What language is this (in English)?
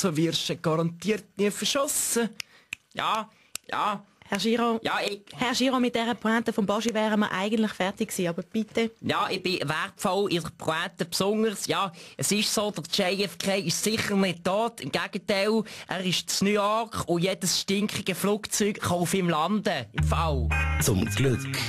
Swiss German